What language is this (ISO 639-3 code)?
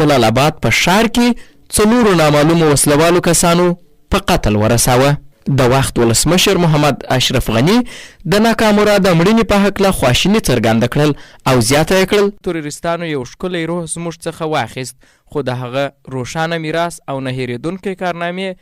pus